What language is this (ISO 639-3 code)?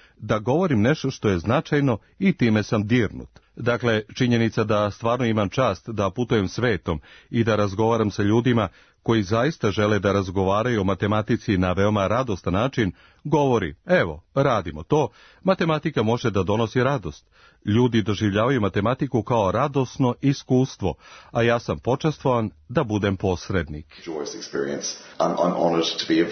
srp